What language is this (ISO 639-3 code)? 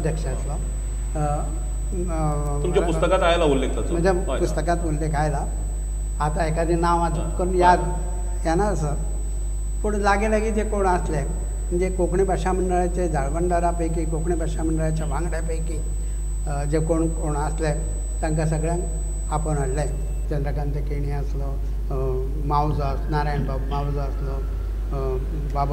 kok